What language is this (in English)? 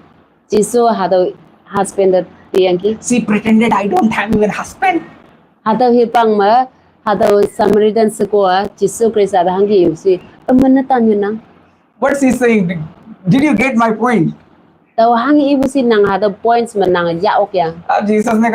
Konyak Naga